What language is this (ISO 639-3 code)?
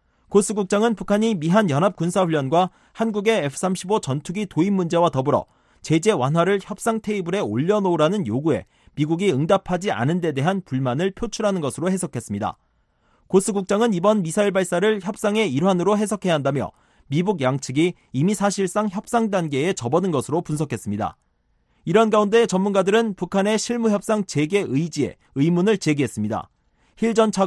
kor